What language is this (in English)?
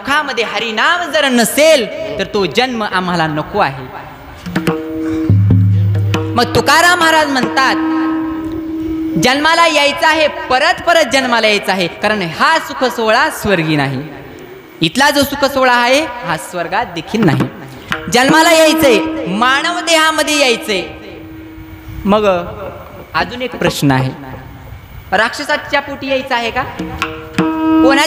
Marathi